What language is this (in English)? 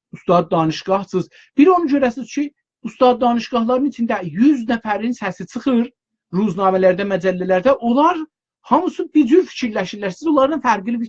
South Azerbaijani